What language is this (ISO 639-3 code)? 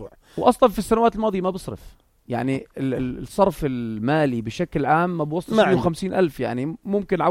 apc